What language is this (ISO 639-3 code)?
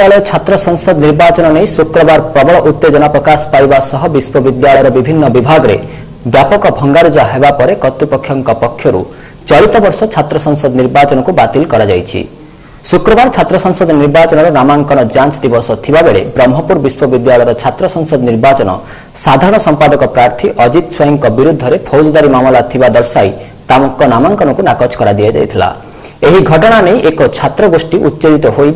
ori